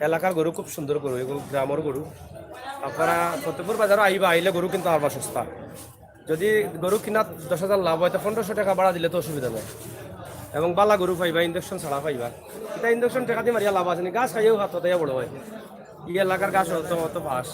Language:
Sylheti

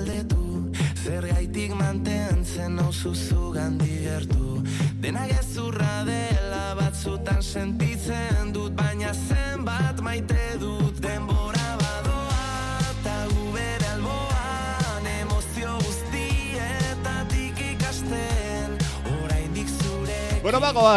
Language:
Basque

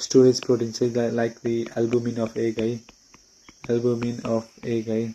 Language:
Nepali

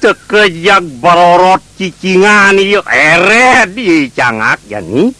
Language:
Balinese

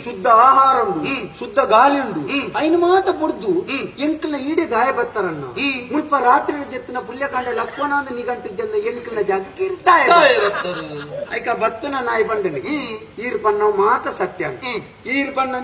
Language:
Tulu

